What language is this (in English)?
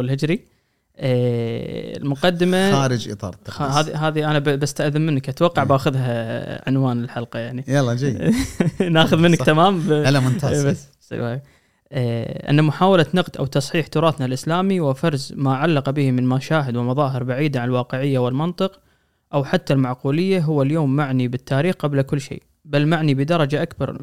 Gulf Arabic